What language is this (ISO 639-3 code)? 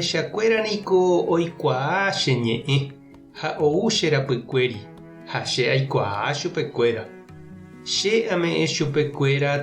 grn